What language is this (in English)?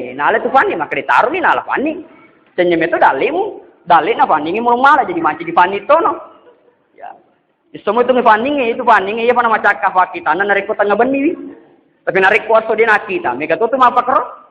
Buginese